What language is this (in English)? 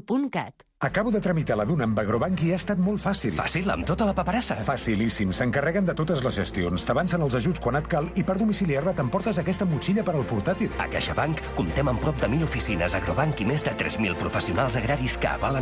Catalan